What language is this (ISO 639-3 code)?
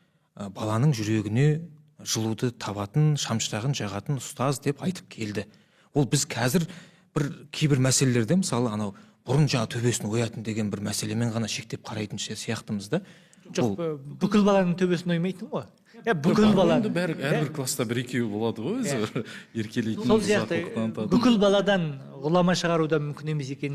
kaz